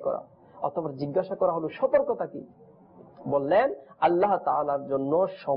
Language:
Bangla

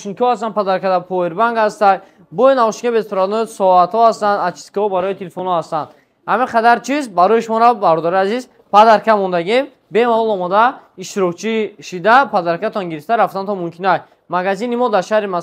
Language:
Tajik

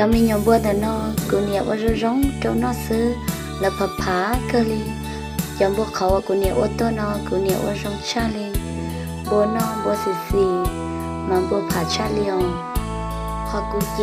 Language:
Hmong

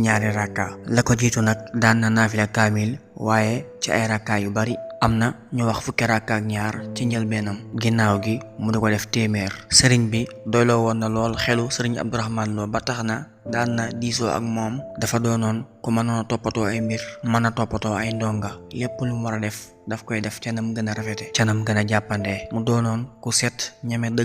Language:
Wolof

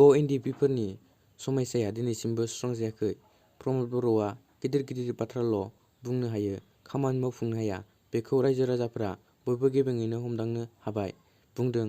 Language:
Bodo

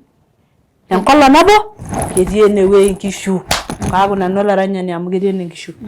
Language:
Masai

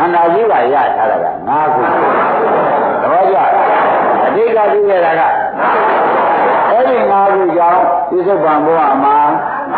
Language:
Burmese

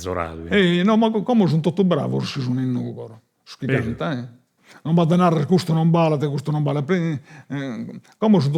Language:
Sardinian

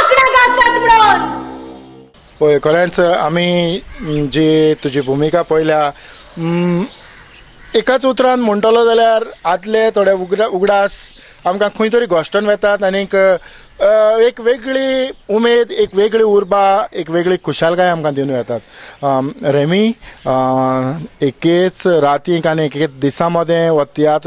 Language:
Konkani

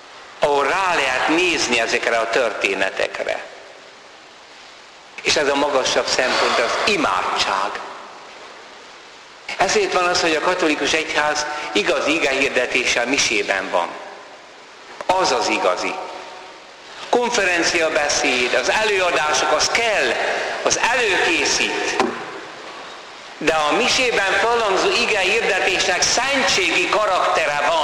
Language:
Hungarian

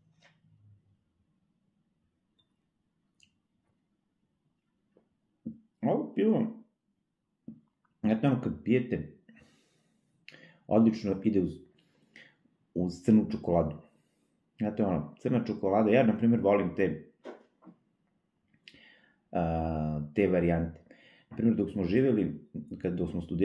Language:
Serbian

